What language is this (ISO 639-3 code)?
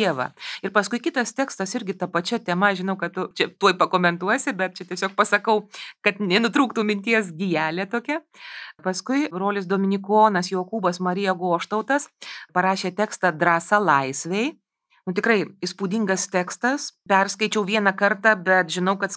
lit